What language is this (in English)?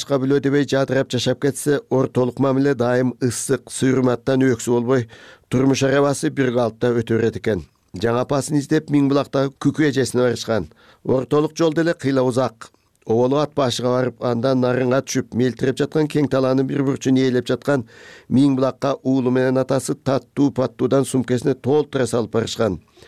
Kyrgyz